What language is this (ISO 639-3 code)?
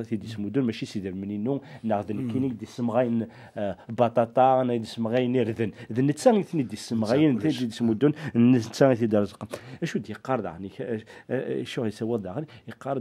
kab